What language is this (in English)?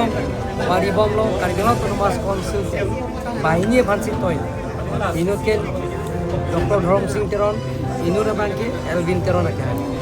Karbi